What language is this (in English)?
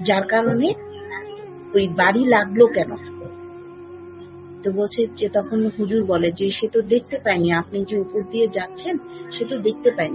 Bangla